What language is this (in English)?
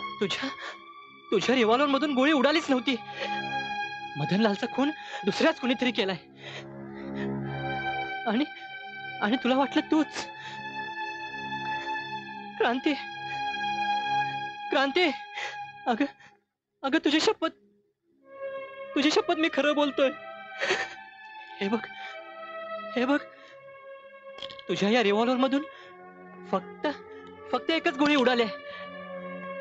Marathi